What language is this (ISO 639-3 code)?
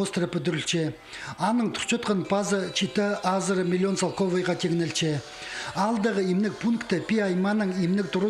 kjh